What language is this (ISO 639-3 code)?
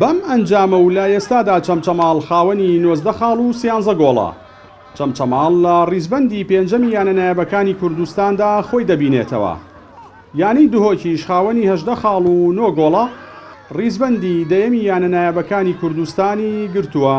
ckb